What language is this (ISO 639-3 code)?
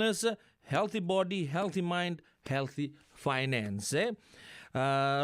fij